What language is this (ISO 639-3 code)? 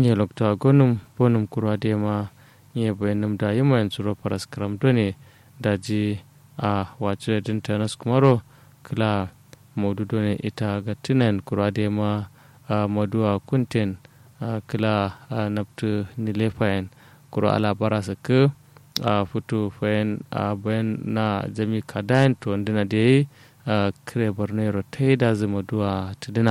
kau